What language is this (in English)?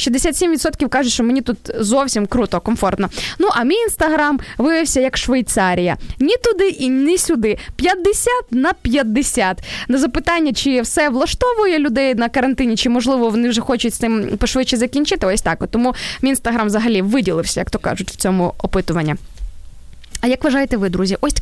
Ukrainian